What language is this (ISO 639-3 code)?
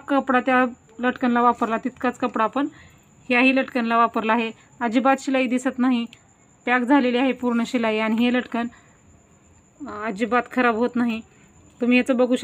mar